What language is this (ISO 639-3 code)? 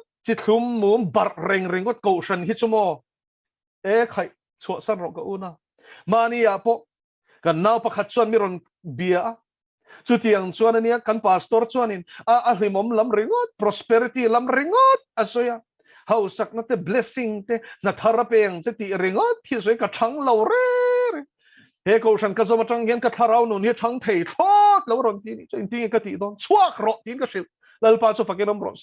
lus